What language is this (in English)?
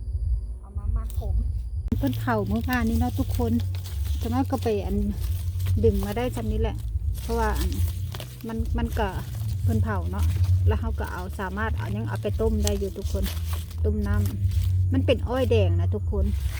Lao